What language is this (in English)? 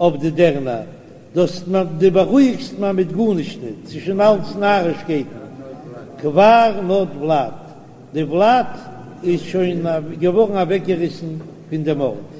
Yiddish